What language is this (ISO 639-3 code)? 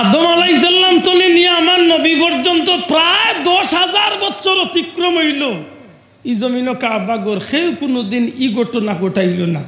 syl